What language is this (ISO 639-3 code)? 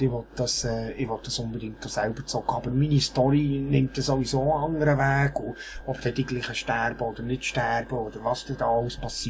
gsw